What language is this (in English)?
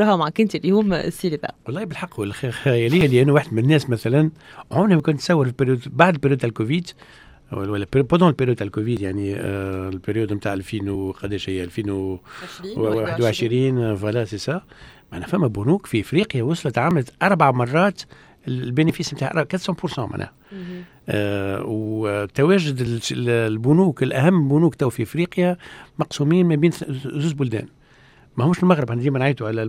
Tunisian Arabic